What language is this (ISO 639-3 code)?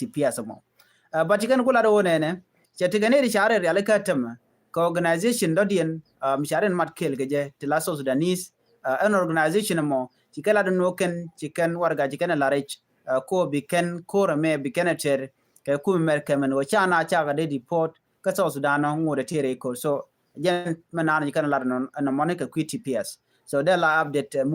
nus